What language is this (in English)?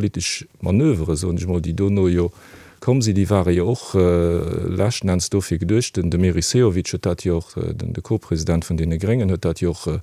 Luxembourgish